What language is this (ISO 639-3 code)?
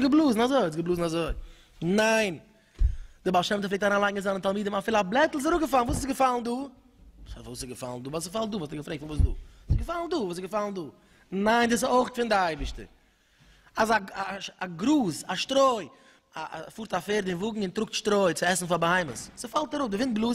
yid